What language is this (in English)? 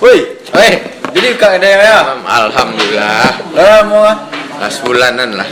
Minangkabau